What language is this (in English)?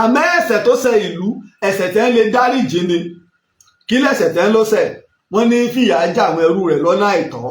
Yoruba